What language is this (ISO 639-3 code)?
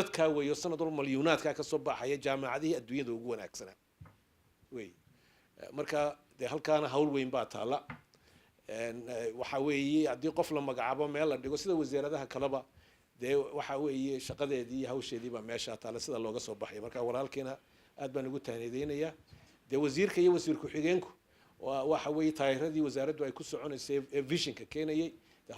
som